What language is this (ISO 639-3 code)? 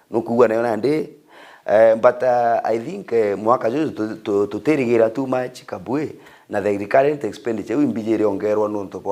mer